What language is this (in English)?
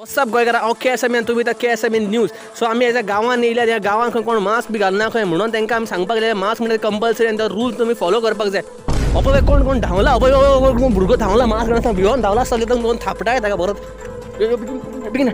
Konkani